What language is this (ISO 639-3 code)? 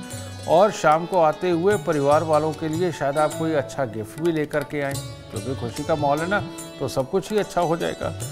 hin